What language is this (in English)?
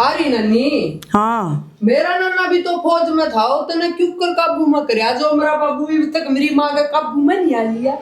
Haryanvi